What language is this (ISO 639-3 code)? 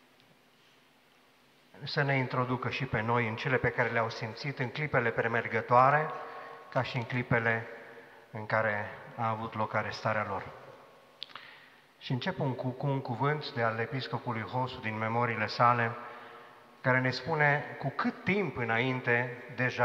ron